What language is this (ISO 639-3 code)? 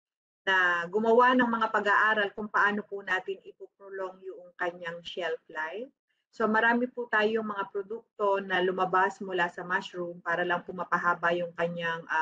fil